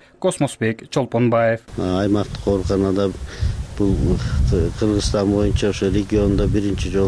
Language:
Kyrgyz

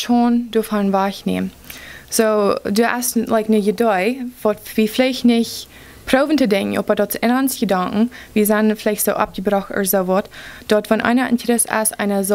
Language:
Plautdietsch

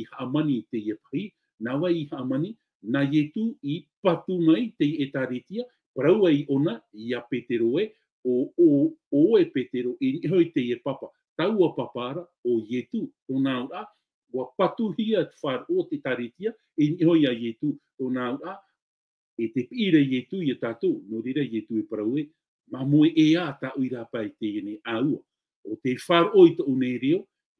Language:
Tahitian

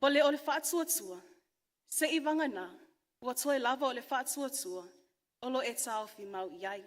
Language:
Samoan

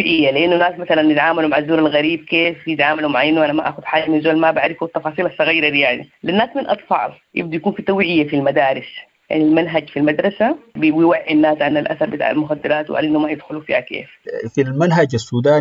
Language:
Sudanese Arabic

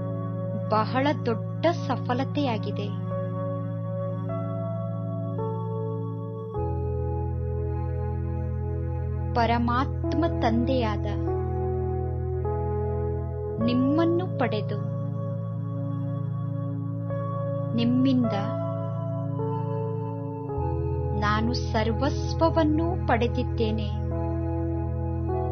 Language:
Kannada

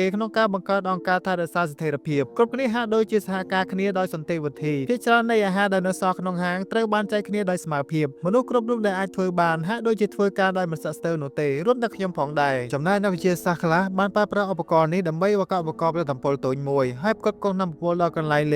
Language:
Khmer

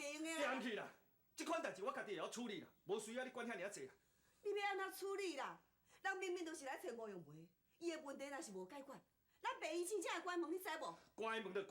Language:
Min Nan Chinese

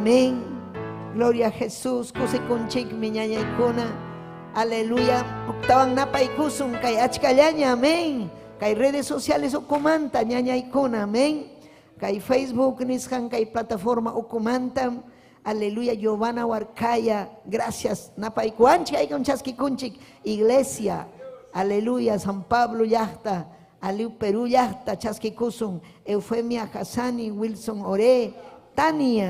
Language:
Ayacucho Quechua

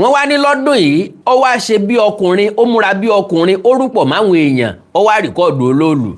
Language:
Yoruba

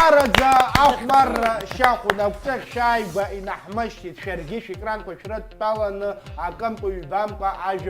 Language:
Abkhazian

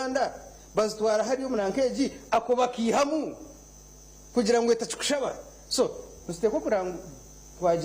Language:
Nyankole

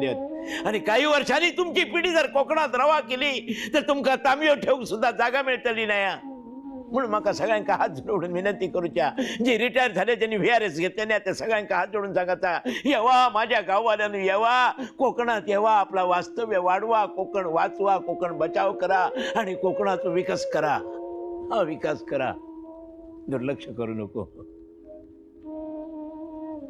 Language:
Marathi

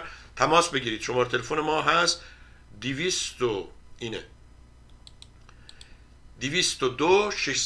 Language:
Persian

